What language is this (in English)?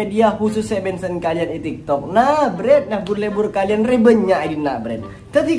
Madurese